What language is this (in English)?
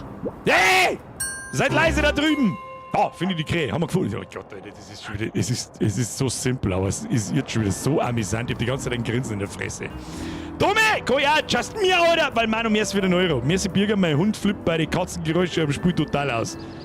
Bavarian